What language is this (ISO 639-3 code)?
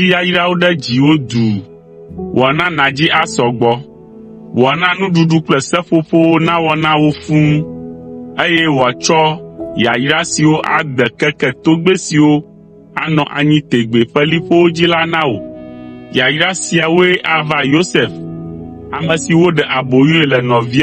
ewe